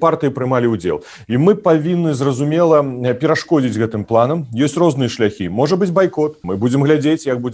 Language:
Belarusian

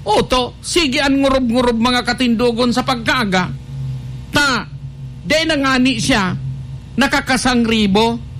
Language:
Bikol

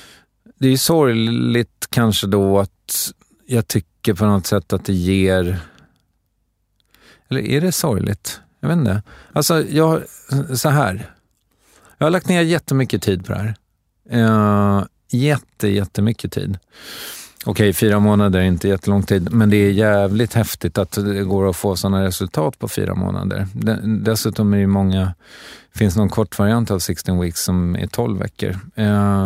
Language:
Swedish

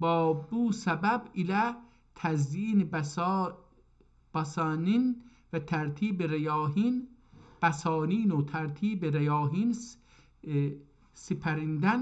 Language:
South Azerbaijani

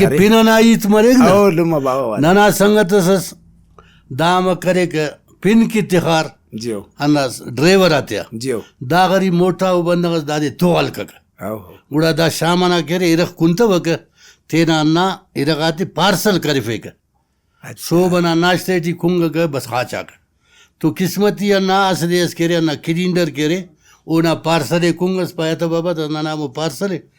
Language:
Brahui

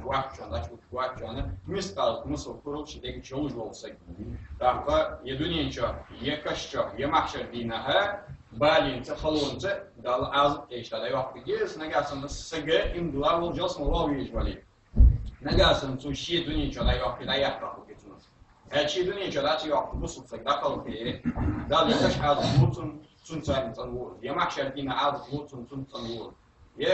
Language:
Ingush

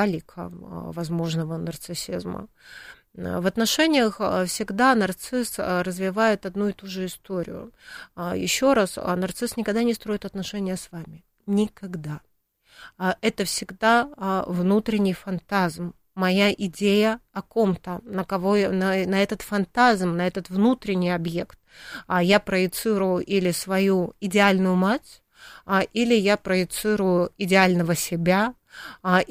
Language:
Russian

